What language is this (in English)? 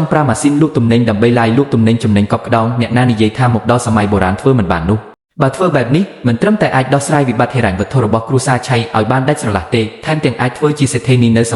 Khmer